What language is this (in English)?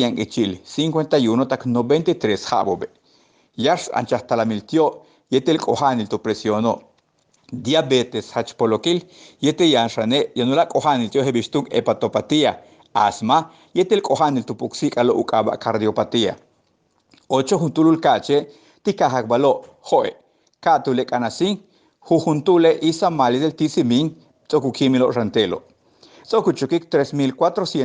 Yucateco